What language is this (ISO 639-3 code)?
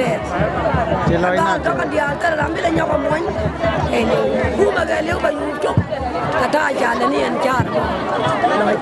nus